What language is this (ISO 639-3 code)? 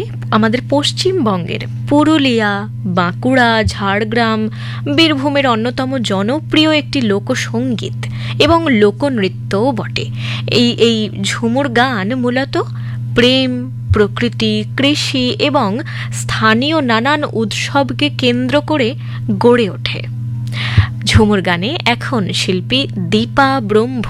ben